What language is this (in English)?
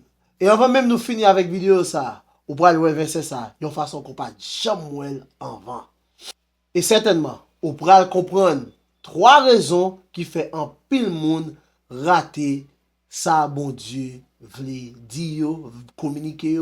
Haitian Creole